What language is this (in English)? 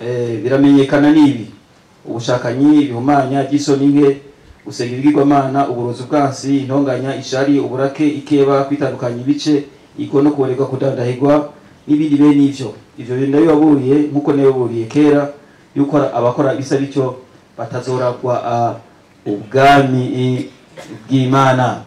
Rundi